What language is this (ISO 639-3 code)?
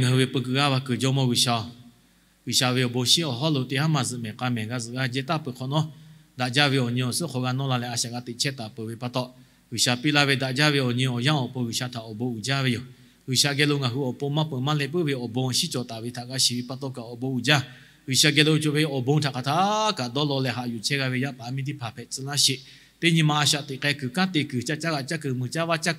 lhu